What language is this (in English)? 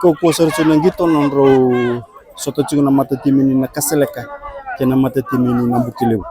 Fijian